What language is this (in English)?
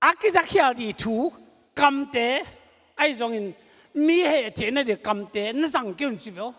Tedim Chin